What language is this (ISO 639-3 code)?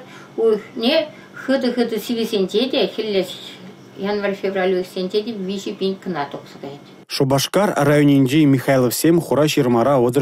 chv